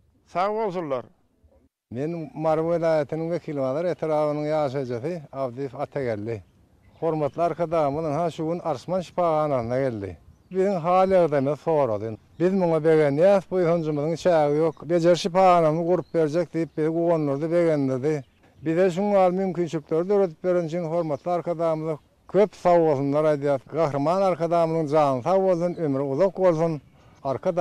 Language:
Turkmen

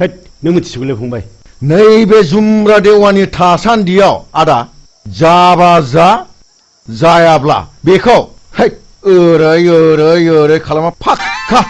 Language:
Bodo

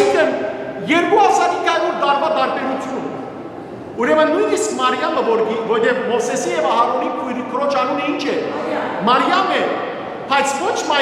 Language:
Western Armenian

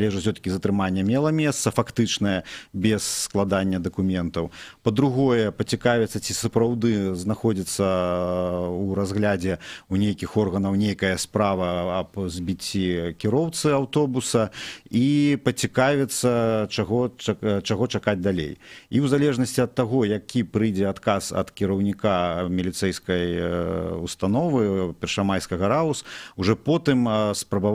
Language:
Belarusian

